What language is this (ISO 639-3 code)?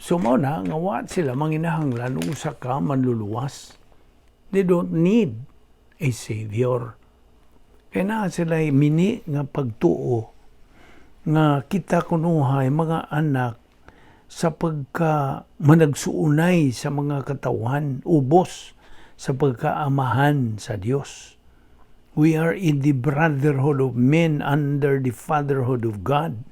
ceb